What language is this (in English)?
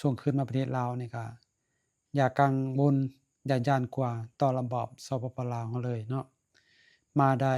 Lao